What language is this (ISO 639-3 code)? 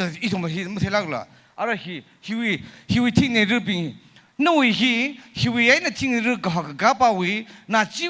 nmf